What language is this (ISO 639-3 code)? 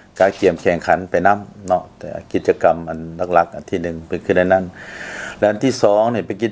lao